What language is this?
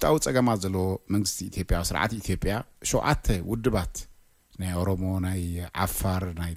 Tigrinya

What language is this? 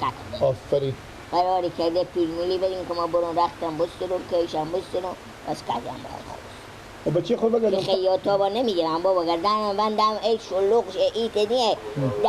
Persian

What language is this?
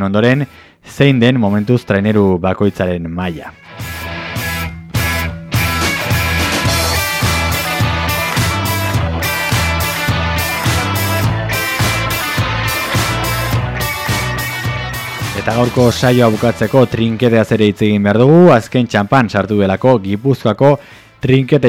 Basque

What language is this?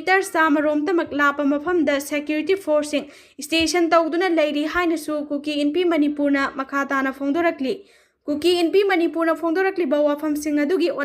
Manipuri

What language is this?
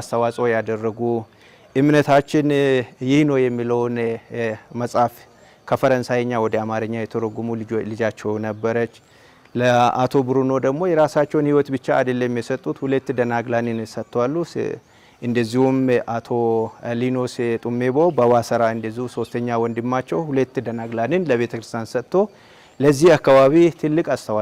Amharic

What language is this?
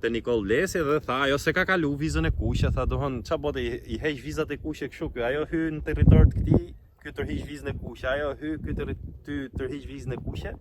Albanian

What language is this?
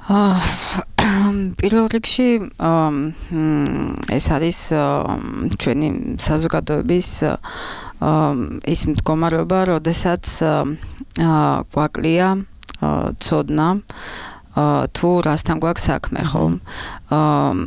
Georgian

